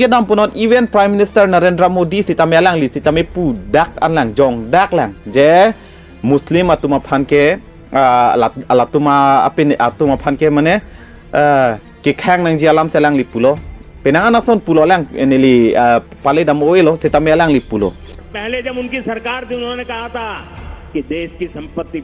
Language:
Karbi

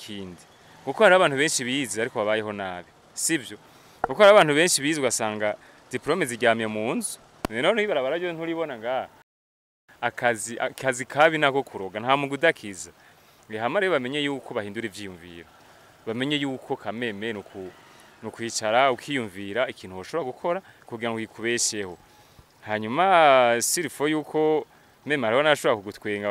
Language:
Rundi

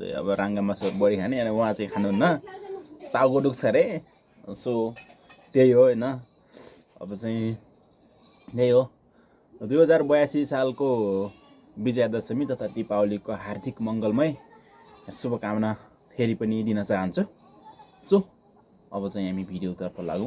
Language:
Nepali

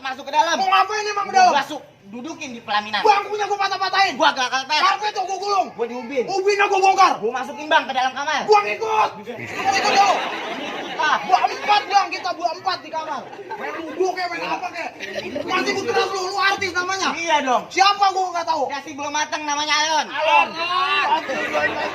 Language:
Betawi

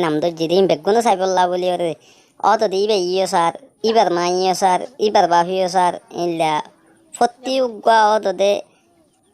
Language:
Rohingya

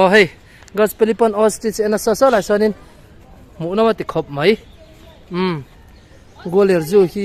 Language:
Mizo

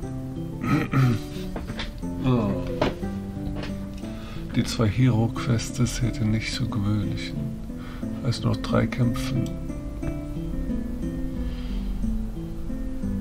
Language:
German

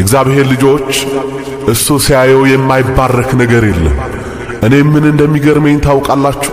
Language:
Amharic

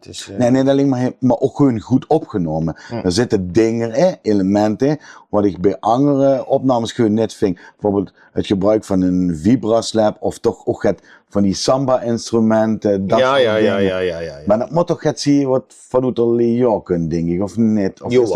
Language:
Limburgish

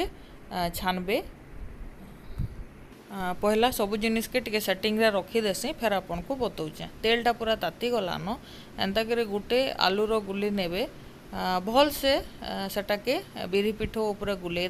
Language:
Sambalpuri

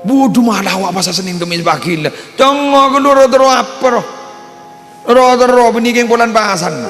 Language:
Madurese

